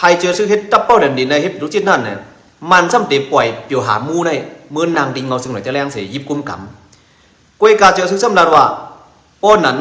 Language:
Shan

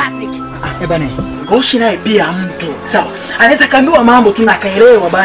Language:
Swahili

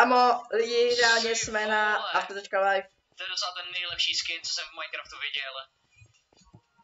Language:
Czech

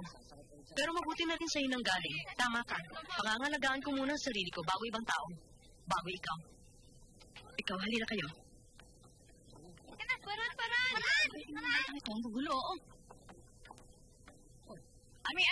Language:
Filipino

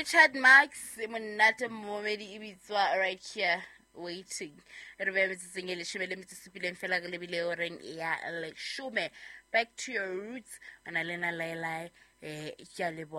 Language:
Southern Sotho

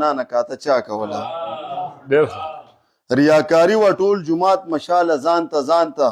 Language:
Pashto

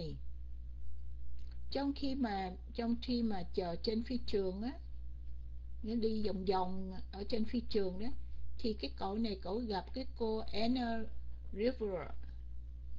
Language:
Vietnamese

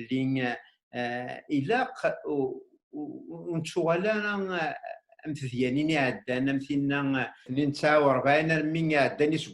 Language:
Kabyle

